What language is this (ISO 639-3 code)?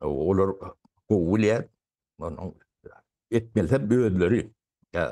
tuk